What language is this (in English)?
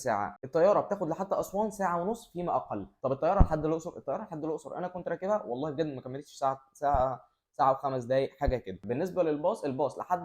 Egyptian Arabic